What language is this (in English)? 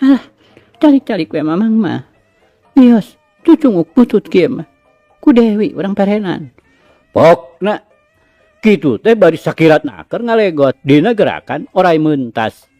Sundanese